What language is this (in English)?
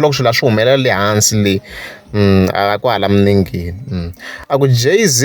Tsonga